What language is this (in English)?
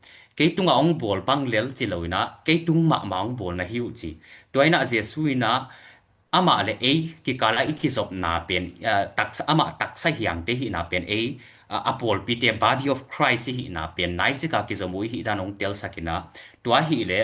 Tedim Chin